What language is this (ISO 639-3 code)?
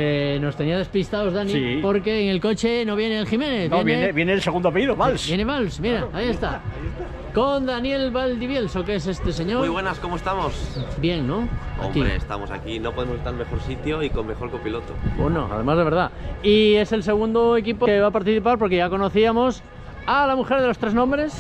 spa